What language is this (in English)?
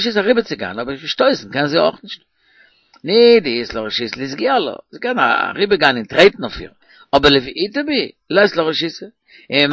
Yiddish